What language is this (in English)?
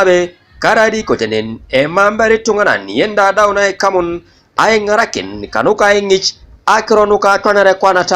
Teso